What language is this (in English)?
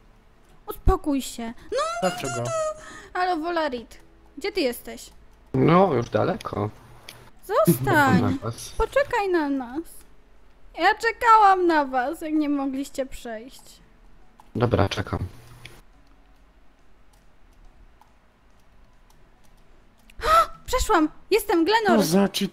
Polish